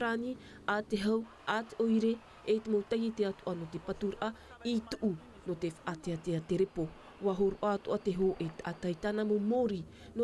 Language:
Tahitian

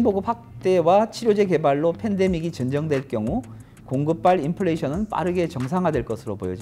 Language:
Korean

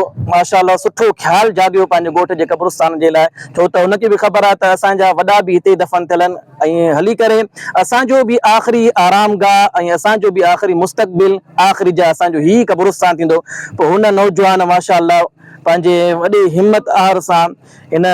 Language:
Sindhi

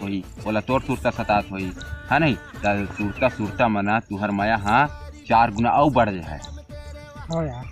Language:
Chhattisgarhi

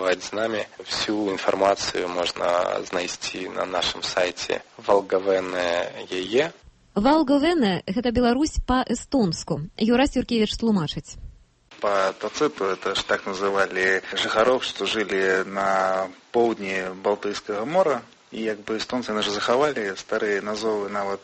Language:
Belarusian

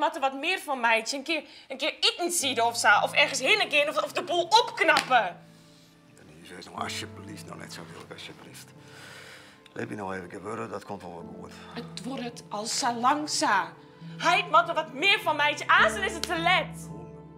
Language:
Western Frisian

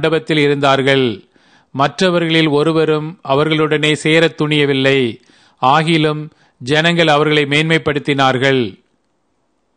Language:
Tamil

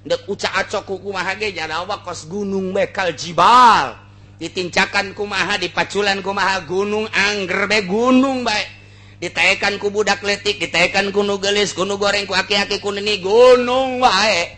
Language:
Sundanese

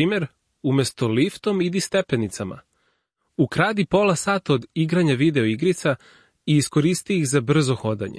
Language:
Serbian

